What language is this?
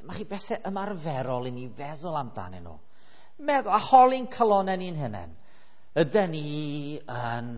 Welsh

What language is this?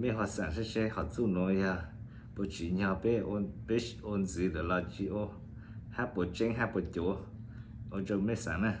Hmong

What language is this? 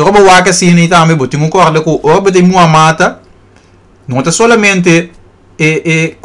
Papiamento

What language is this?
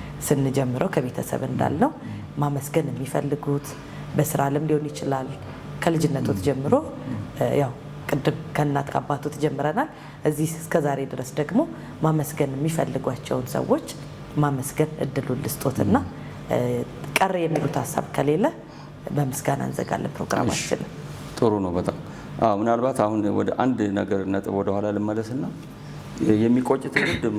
Amharic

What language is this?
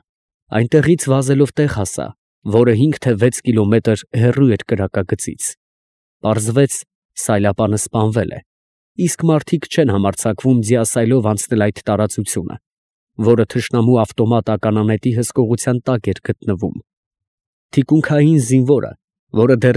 Armenian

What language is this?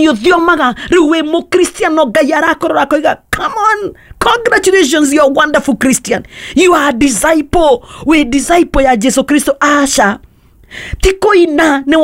Kikuyu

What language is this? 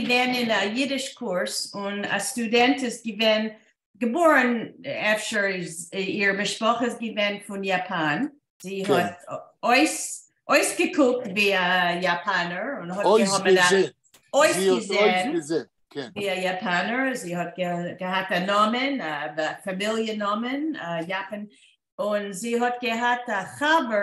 Yiddish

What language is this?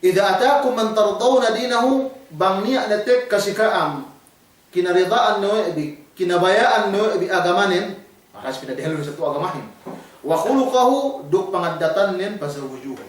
Yakan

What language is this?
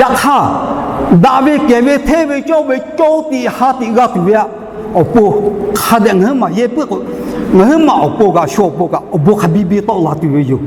Lahu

